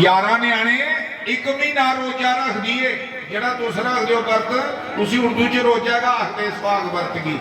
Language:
Dogri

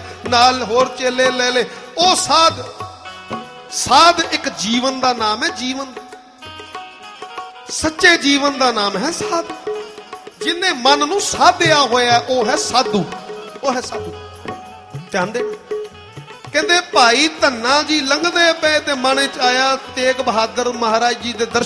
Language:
Punjabi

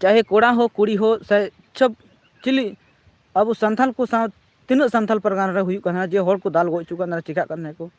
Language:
Santali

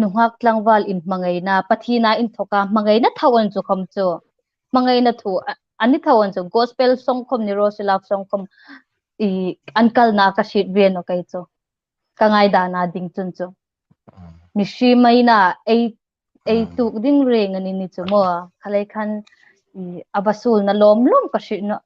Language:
Hmar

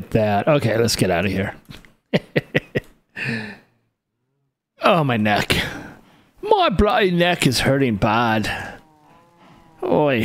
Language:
English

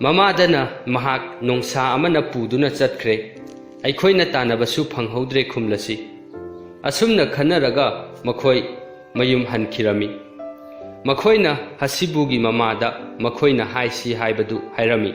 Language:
Manipuri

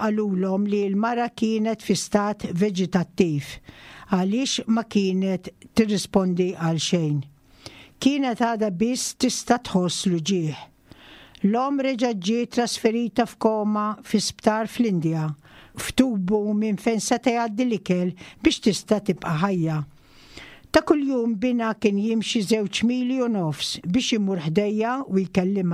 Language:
Maltese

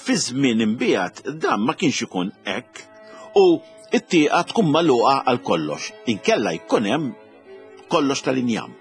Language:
Maltese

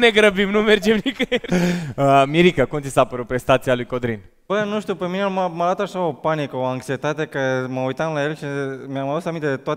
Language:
Romanian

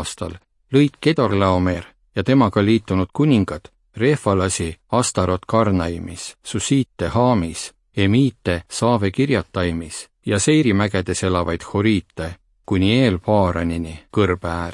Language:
Estonian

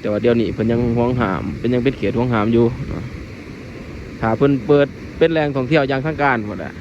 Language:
Lao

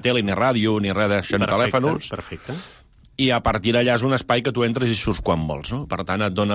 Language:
Catalan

